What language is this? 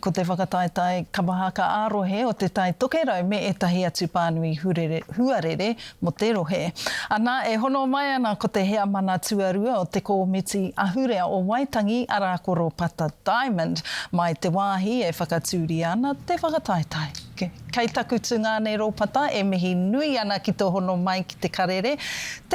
Māori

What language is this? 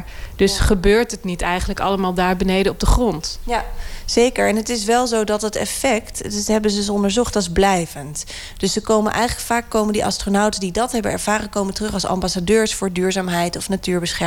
Dutch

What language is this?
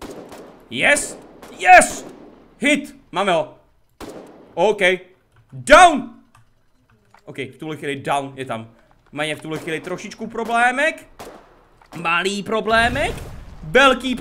Czech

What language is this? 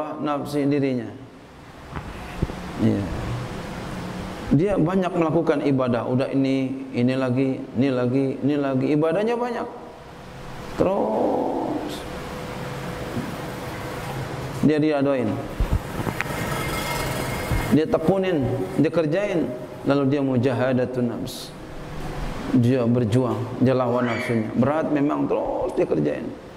Indonesian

